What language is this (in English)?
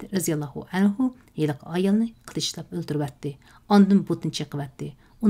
Uyghur